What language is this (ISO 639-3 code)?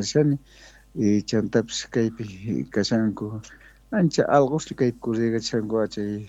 quh